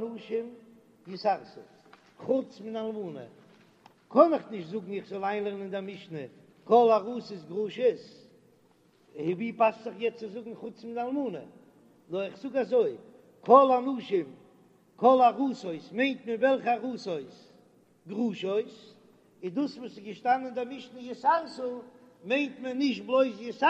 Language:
Yiddish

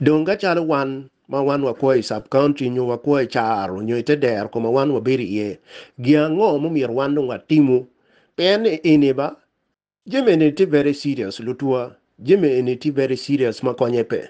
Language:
Acoli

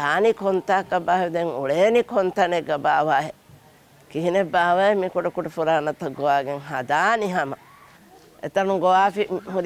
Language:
Divehi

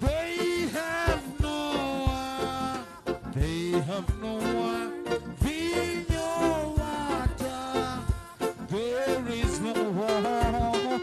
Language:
Nyanja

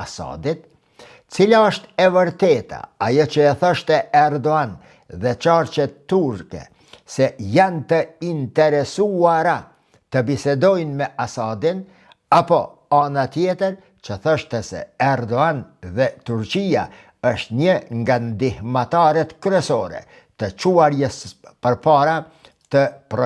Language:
Albanian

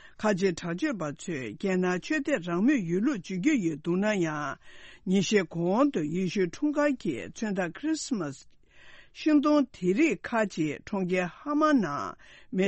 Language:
Tibetan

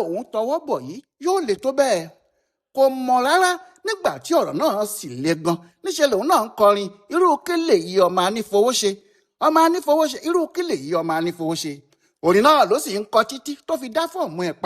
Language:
Yoruba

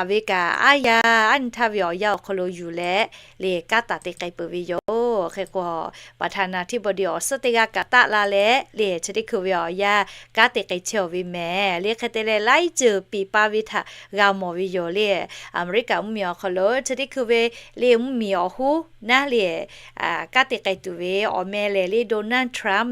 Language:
Lahu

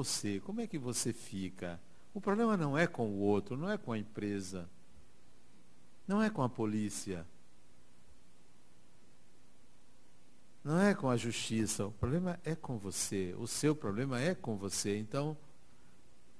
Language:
Portuguese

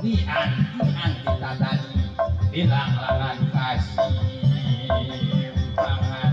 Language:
Sundanese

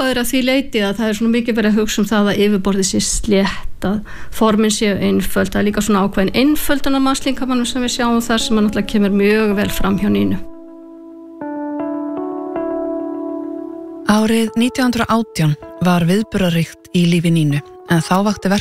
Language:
Icelandic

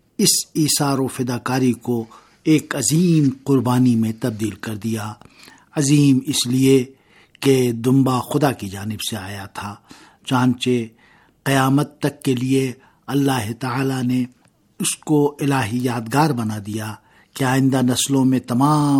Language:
Urdu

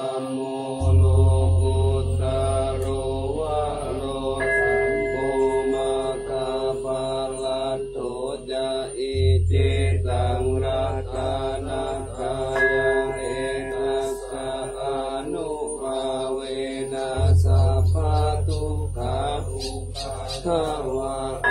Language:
Pali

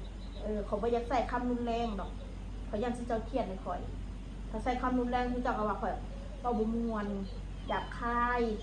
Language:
Northeastern Thai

